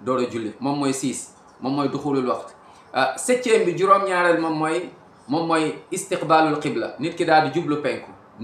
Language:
Wolof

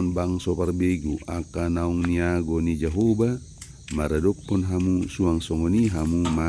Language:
Batak Toba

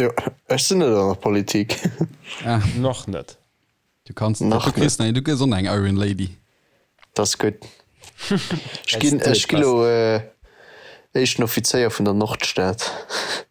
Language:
Luxembourgish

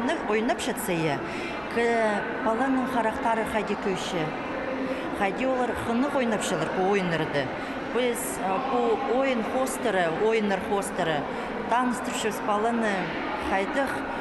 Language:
Khakas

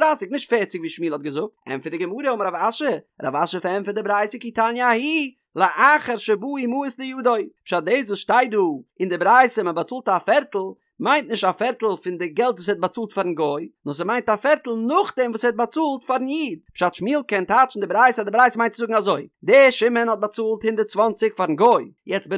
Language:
Yiddish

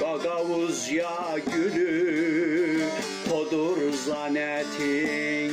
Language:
Gagauz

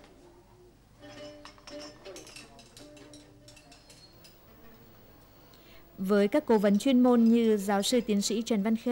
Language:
Vietnamese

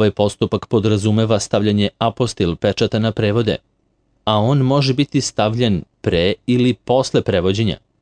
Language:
Serbian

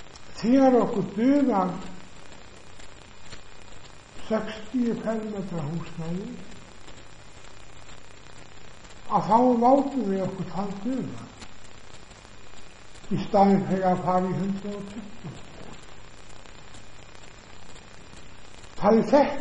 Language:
Icelandic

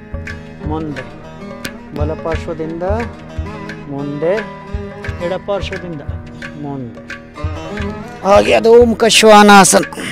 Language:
Kannada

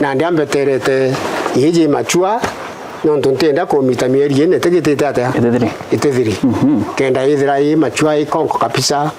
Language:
Meru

